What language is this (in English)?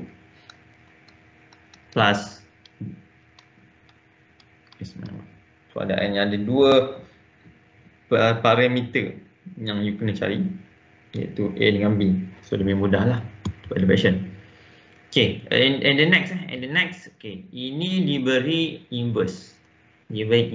Malay